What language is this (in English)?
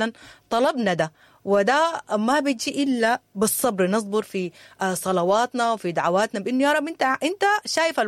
Sudanese Arabic